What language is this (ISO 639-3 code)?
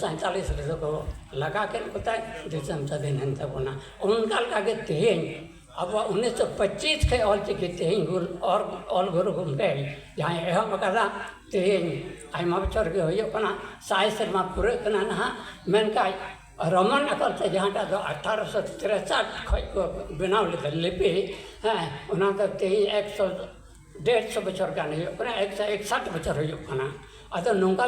sat